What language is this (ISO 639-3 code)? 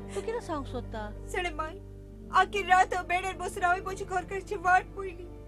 kok